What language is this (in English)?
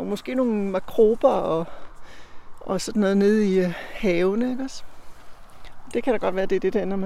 Danish